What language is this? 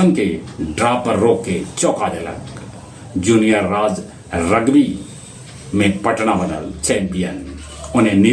Magahi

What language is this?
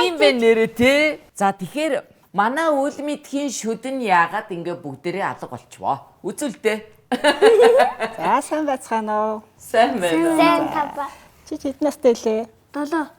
Mongolian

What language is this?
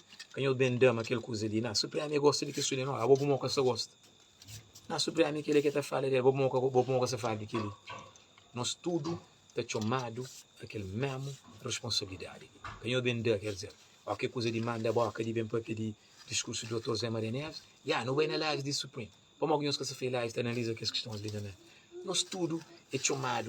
Kabuverdianu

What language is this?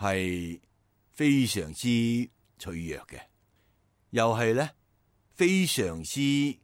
Cantonese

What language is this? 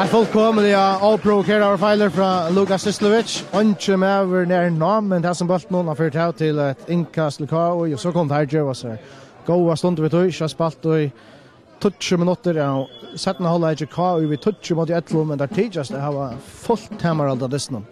Faroese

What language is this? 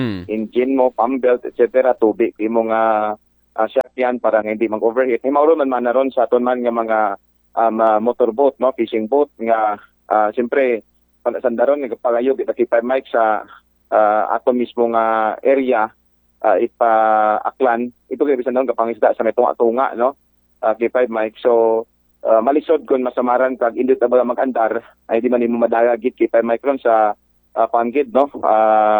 Aklanon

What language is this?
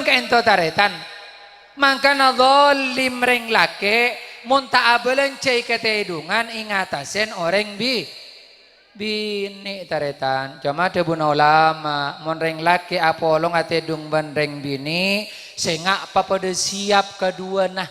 Madurese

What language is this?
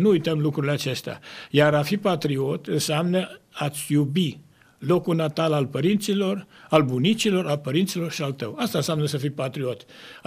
Romanian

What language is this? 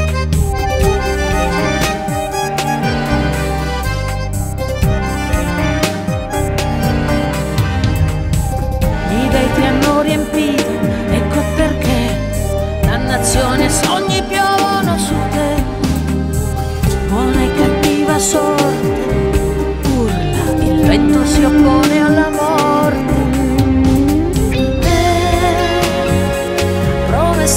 Italian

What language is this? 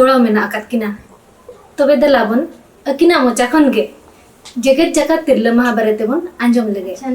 Santali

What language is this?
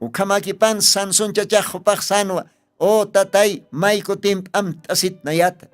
Aymara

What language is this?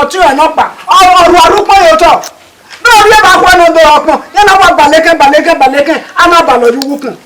Bini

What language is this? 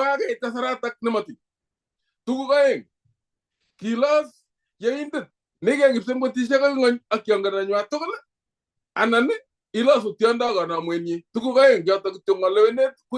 Kalenjin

